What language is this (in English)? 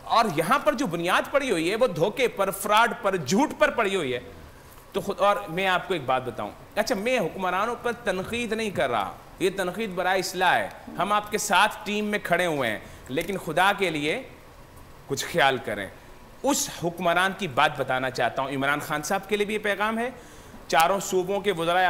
Urdu